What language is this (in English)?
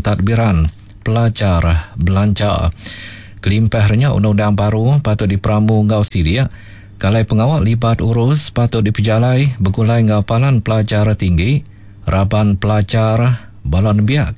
Iban